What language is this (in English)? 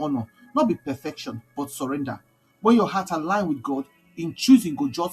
Nigerian Pidgin